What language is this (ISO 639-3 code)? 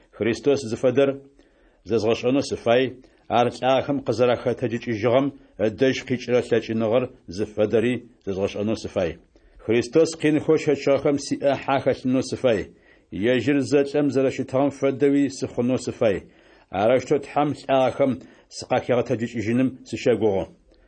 ady